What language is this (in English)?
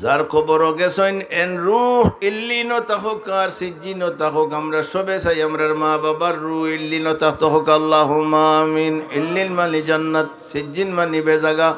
Sylheti